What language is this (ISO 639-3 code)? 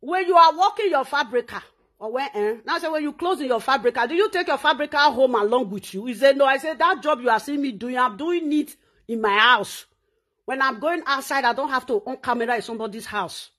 pcm